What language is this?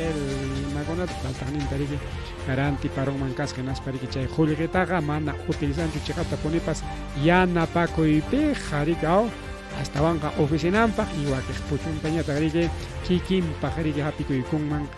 Ayacucho Quechua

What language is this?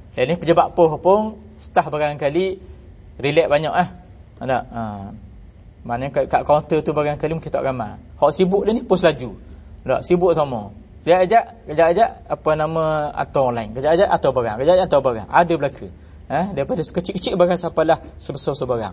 Malay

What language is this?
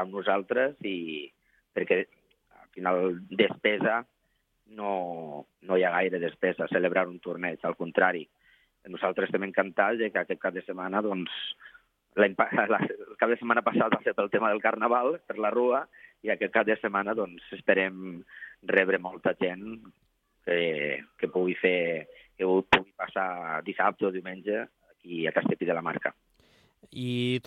Catalan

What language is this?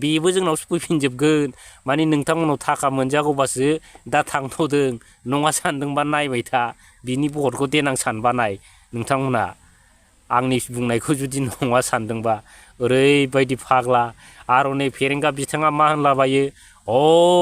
Bodo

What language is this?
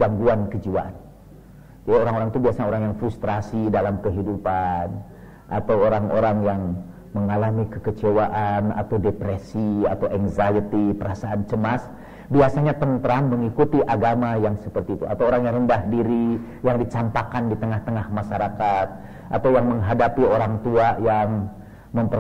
Indonesian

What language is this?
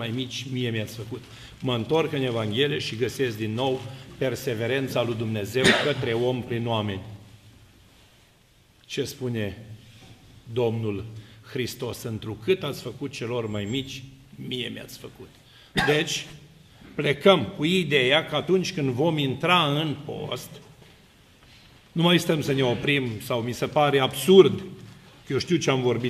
Romanian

